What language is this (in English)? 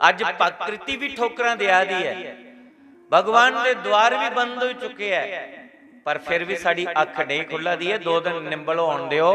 Dogri